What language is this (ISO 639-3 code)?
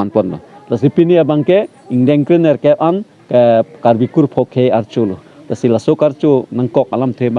mjw